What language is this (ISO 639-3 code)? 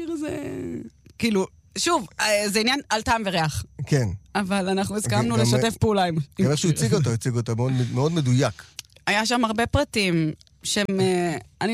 heb